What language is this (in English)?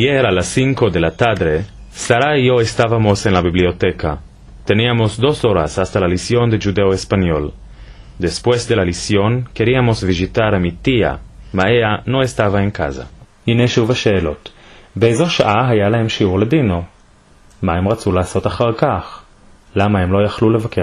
Ladino